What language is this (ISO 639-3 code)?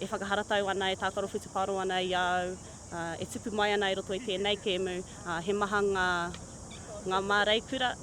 mri